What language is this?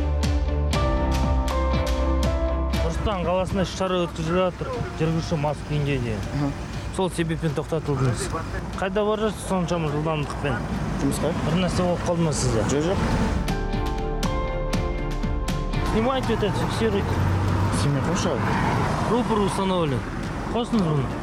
Kazakh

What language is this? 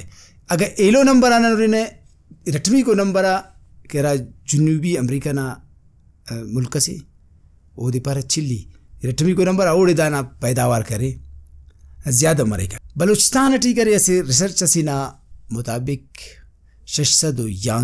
Brahui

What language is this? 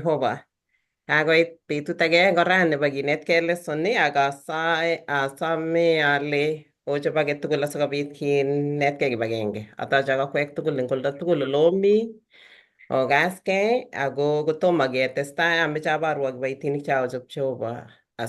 Kalenjin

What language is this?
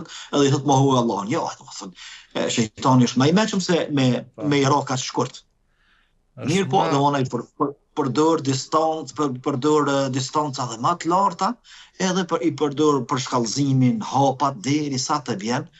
Albanian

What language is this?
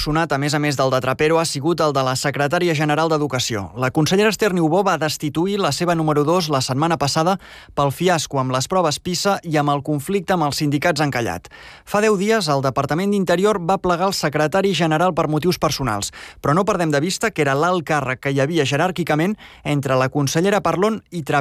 Catalan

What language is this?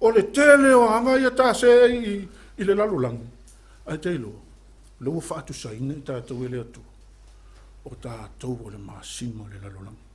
Samoan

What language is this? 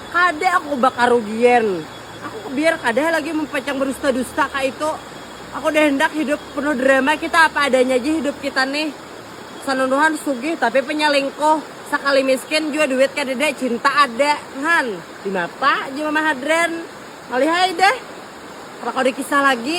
Banjar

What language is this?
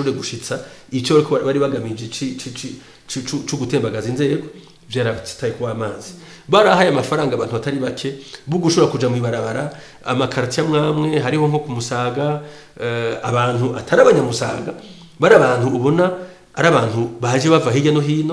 Rundi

